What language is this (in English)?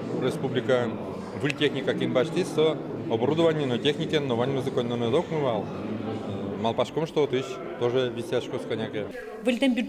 Udmurt